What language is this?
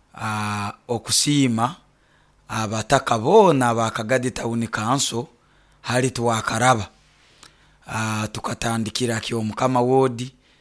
Nyoro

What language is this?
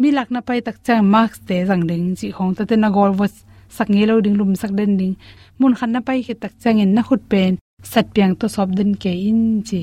Tedim Chin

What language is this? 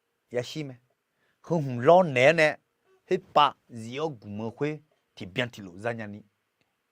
Akha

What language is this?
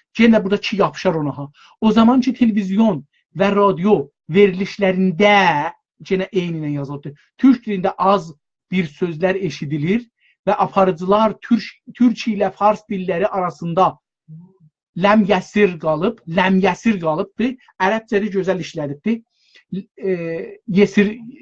South Azerbaijani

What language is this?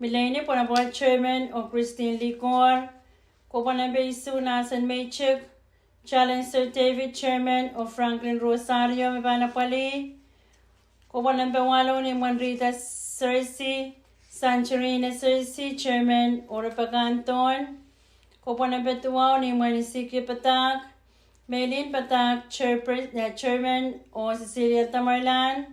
Pohnpeian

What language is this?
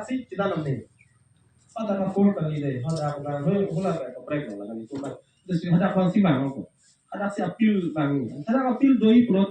Karbi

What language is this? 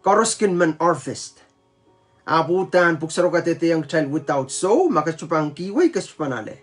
Pohnpeian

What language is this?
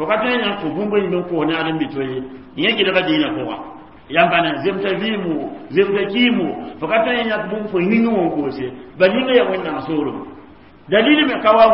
Mossi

